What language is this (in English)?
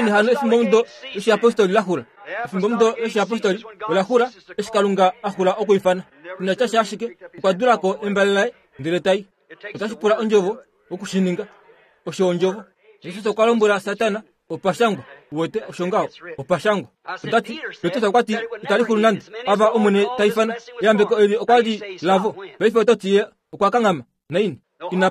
Kuanyama